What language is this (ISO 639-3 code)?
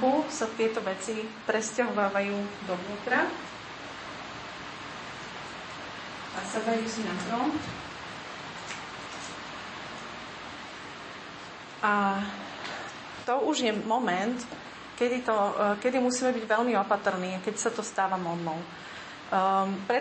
slk